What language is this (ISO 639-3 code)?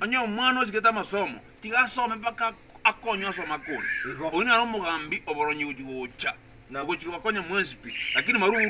guz